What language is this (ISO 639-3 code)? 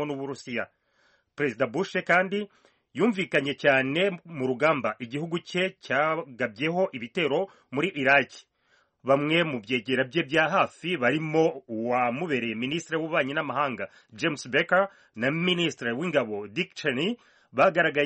kin